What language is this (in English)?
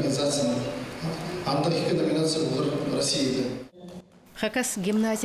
Khakas